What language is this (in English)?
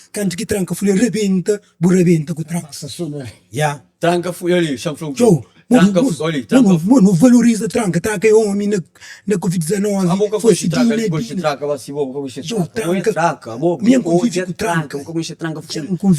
Kabuverdianu